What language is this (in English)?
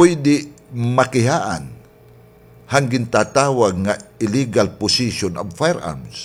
Waray